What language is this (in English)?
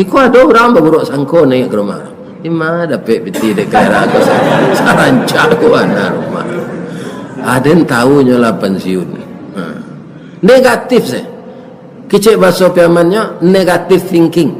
Minangkabau